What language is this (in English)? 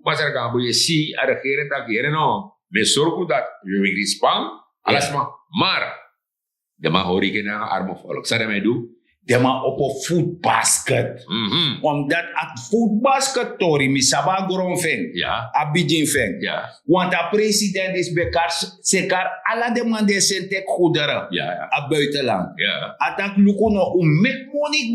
Sranan Tongo